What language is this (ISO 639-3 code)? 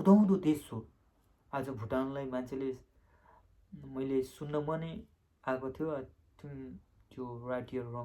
nep